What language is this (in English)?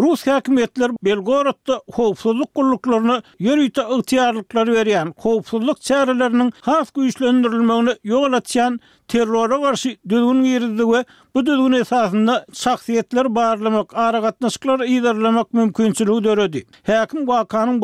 Turkmen